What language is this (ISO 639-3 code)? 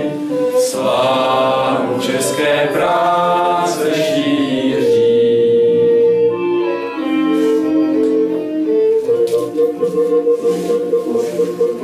ces